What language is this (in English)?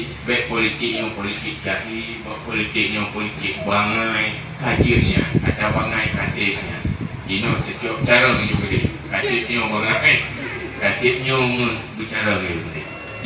Achinese